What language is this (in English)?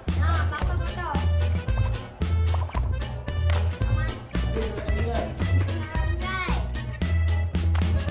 Malay